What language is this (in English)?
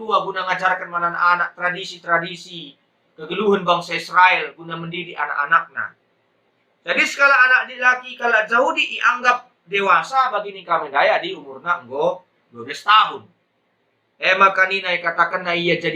Batak Karo